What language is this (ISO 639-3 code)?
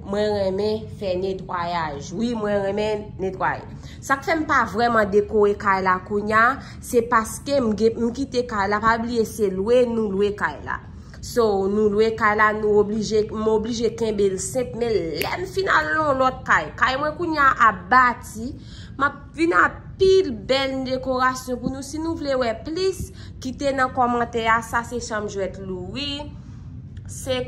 hat